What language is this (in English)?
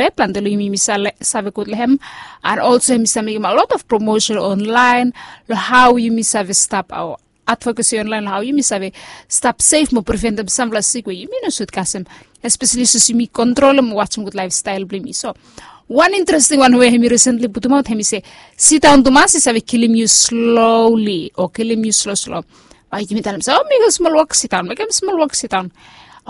Bislama